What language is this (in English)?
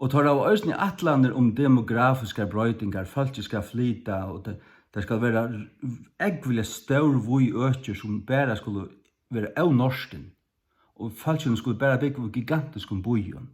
Faroese